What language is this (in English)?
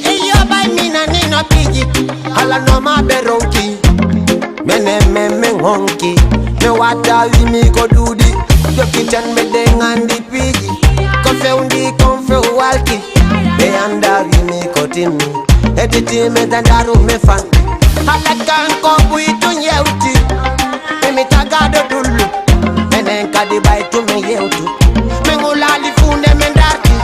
Fula